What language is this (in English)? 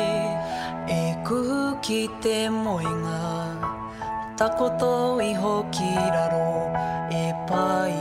Māori